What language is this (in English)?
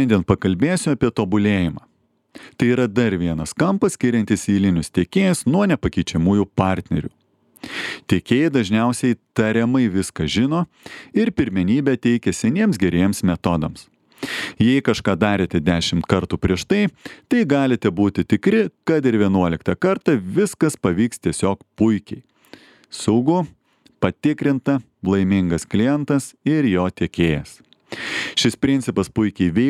Lithuanian